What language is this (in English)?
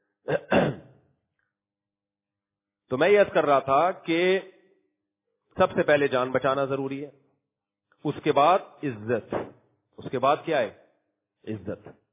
Urdu